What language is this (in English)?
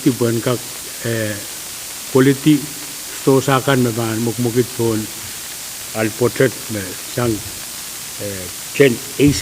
Pohnpeian